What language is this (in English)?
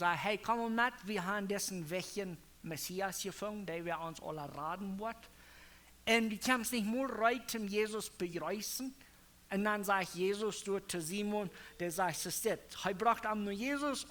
Plautdietsch